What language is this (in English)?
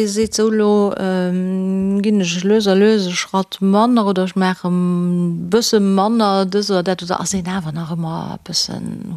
Luxembourgish